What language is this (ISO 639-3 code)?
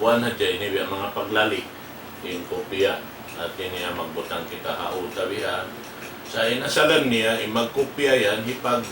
tsg